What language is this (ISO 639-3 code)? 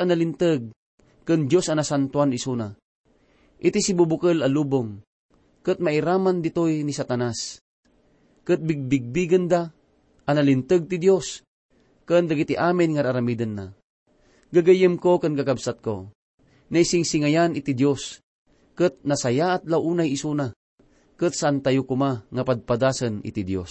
ilo